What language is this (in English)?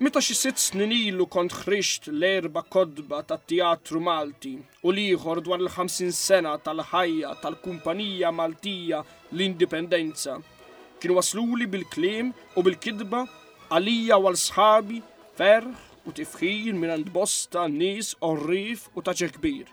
Maltese